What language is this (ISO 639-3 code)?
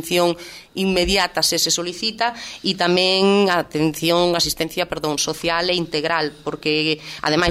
glg